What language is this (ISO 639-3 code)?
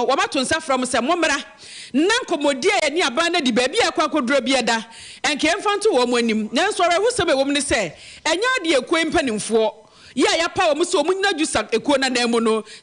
aka